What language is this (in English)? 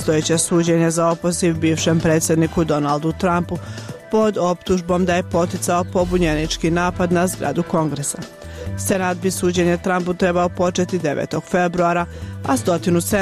Bosnian